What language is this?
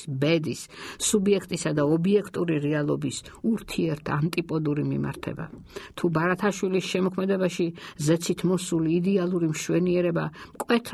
Georgian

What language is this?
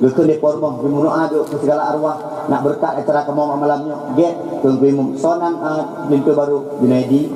Achinese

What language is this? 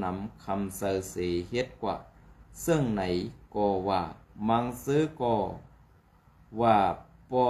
Shan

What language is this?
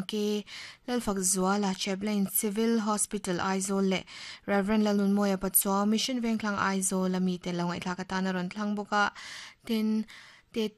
Mizo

